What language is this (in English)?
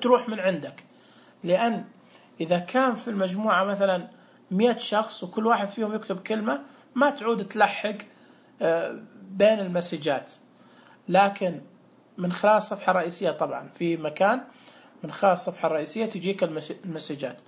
Najdi Arabic